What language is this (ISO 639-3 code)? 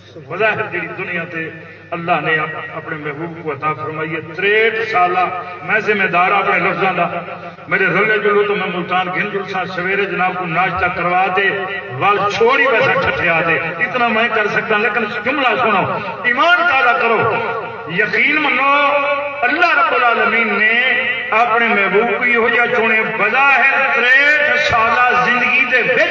skr